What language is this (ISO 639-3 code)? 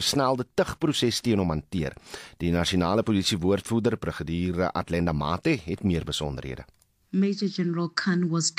afr